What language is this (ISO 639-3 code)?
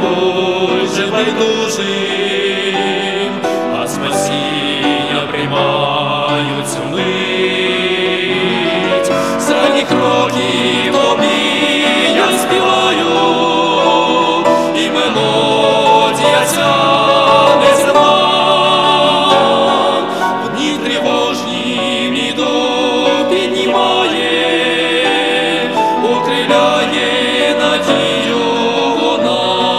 ukr